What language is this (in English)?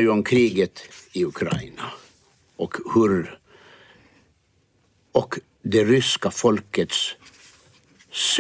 Swedish